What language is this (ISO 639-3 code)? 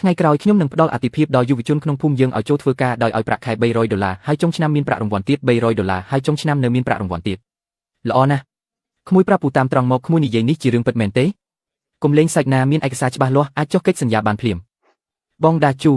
khm